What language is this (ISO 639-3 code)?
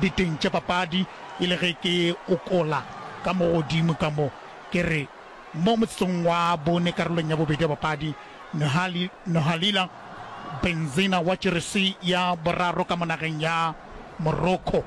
nso